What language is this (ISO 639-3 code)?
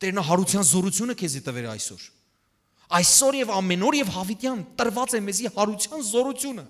hyw